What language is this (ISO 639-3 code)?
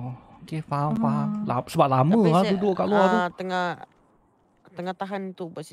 msa